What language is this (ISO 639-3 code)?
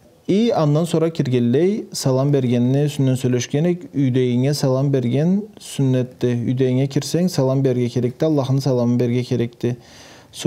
krc